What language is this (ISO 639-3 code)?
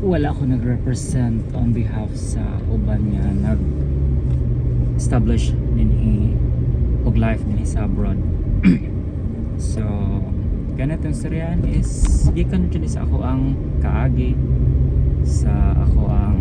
ceb